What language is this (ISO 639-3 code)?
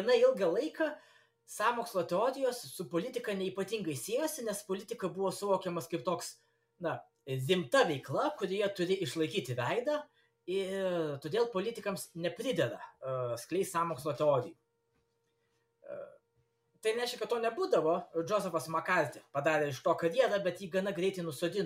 lit